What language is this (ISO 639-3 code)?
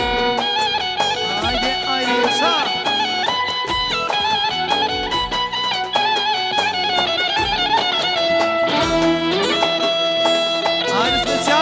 tur